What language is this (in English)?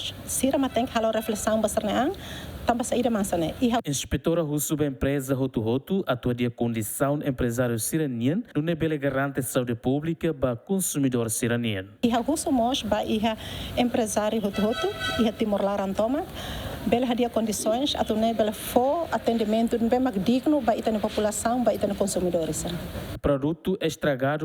Tetum